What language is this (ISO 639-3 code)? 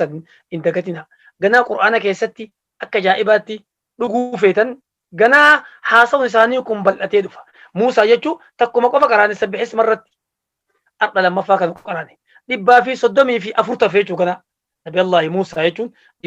orm